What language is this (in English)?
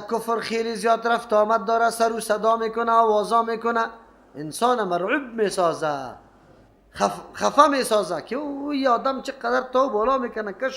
Persian